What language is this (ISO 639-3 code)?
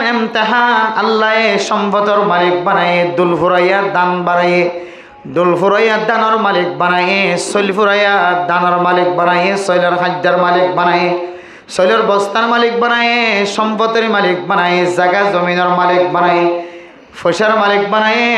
rhg